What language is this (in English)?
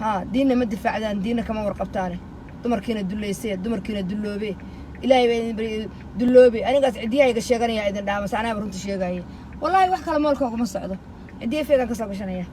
Somali